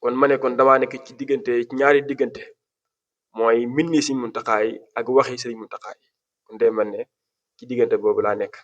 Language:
Wolof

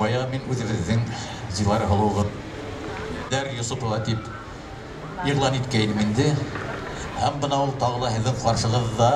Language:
Bashkir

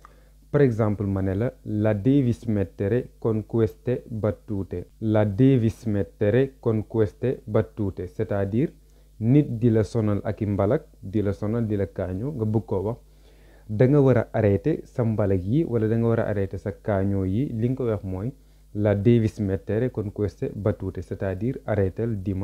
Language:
Wolof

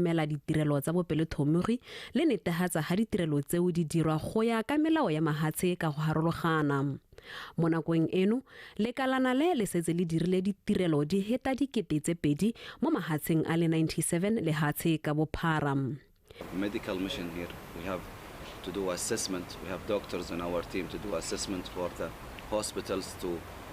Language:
Tswana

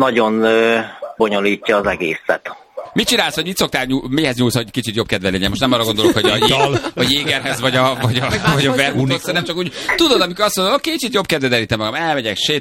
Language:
Hungarian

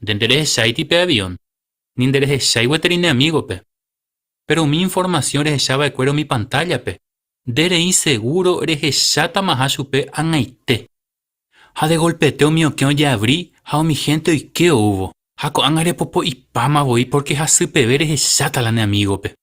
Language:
Guarani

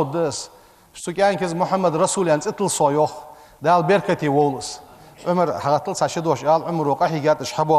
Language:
Ingush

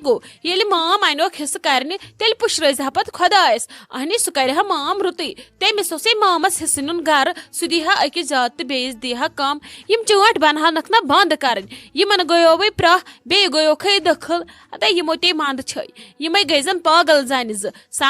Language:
Kashmiri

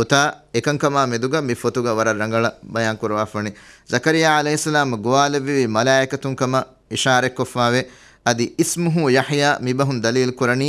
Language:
Divehi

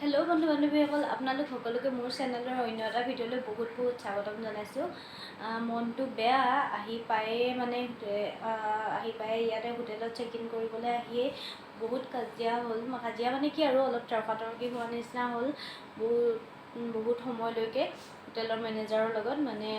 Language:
Assamese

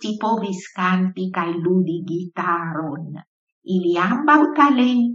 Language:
Esperanto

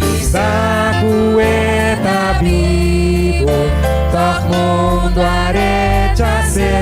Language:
Papiamento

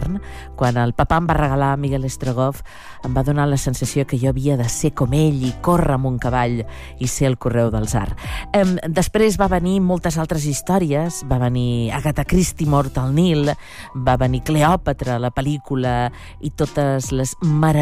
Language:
Catalan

